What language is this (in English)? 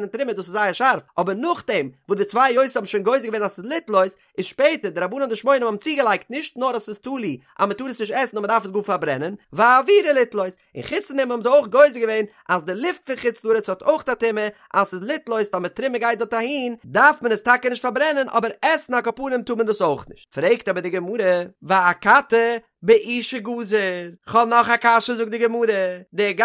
Yiddish